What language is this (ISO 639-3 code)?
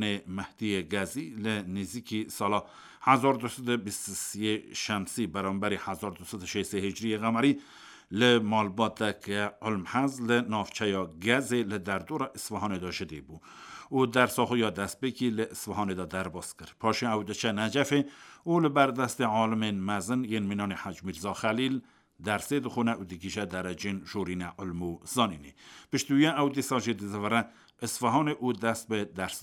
kur